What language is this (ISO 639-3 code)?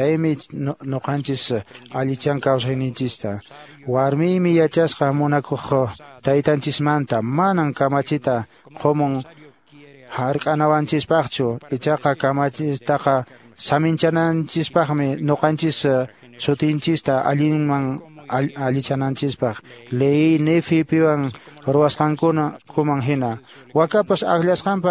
que